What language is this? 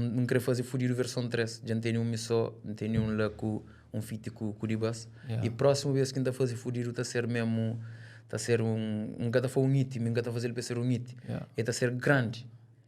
Kabuverdianu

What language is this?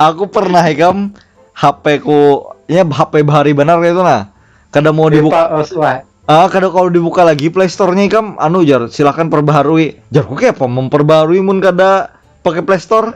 Banjar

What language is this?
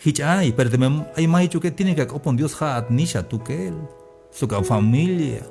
Tzeltal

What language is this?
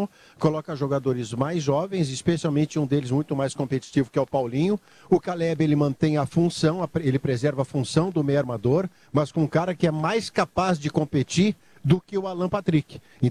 Portuguese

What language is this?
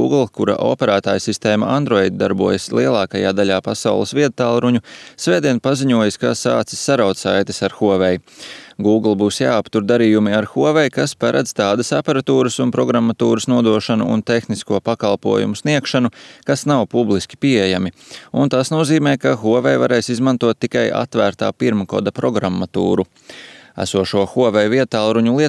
Latvian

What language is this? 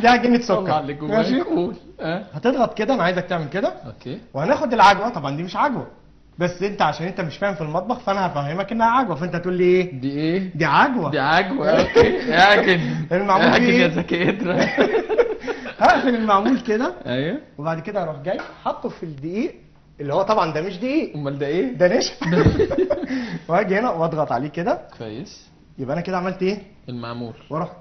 Egyptian Arabic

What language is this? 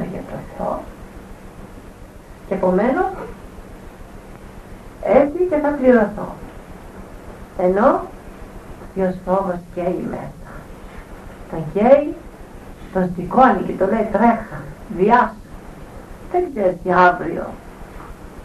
Greek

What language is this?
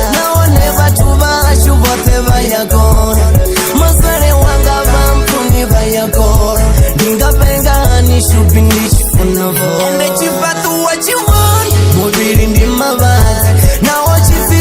Venda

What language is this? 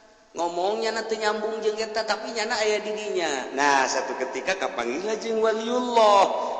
Sundanese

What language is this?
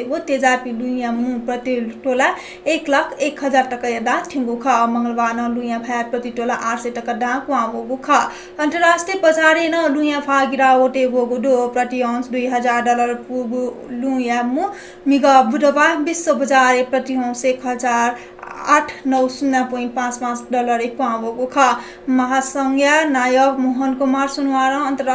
Newari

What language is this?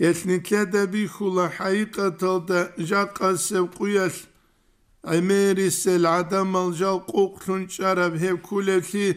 Avaric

